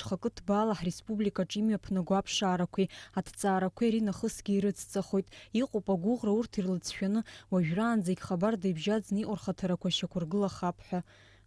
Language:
Abkhazian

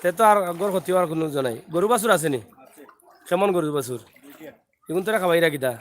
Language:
Sylheti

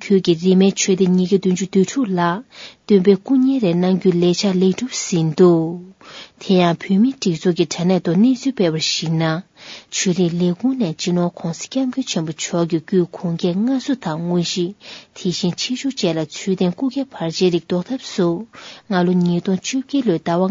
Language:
Tibetan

